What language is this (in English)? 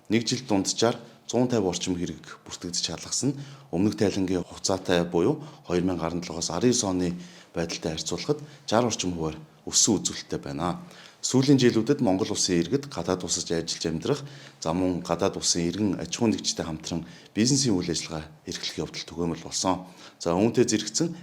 Mongolian